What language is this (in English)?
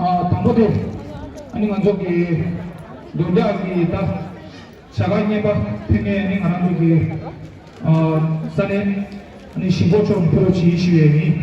Tibetan